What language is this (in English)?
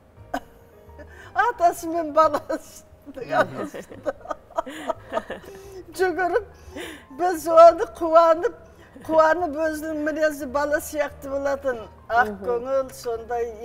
Kazakh